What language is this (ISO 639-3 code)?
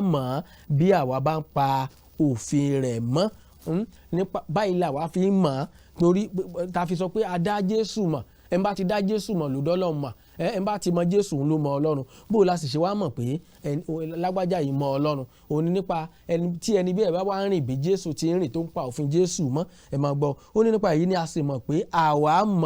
yor